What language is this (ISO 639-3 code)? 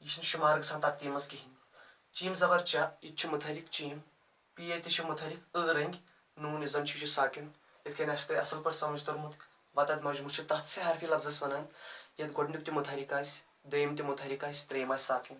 kas